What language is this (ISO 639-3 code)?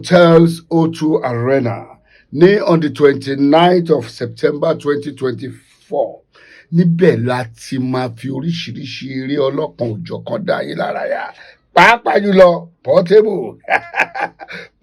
yor